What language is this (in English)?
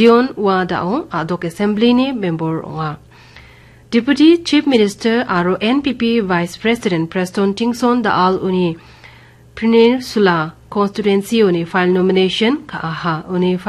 Garo